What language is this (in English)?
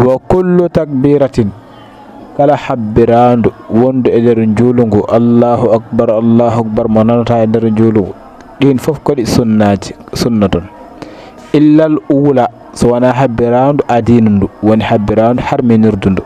Fula